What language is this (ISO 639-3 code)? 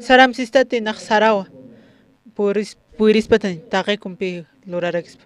aym